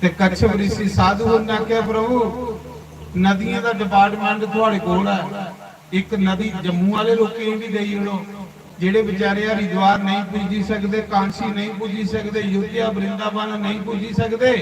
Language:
Dogri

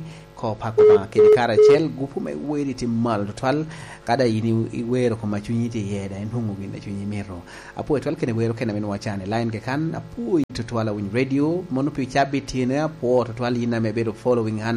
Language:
Lango (Uganda)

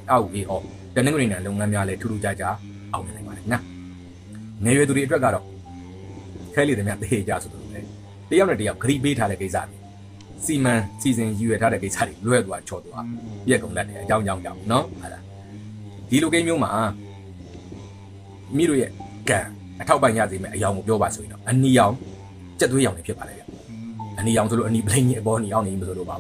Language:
Burmese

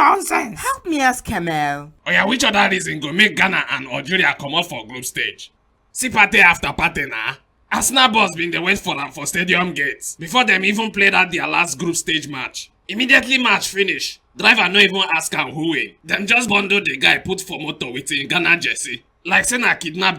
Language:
Nigerian Pidgin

